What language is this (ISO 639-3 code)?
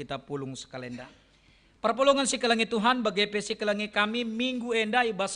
btx